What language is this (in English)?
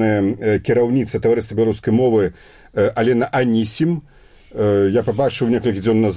Belarusian